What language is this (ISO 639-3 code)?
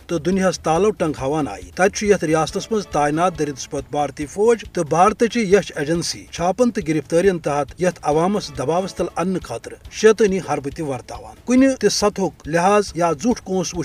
kas